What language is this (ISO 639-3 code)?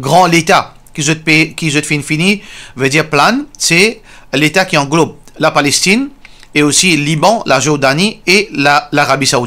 mfe